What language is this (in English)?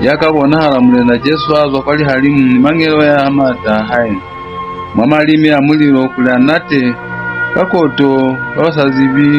Lozi